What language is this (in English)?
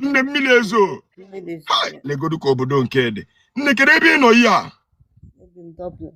Igbo